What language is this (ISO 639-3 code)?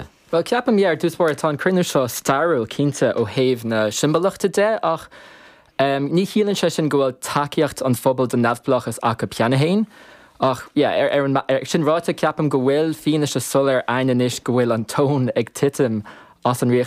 gle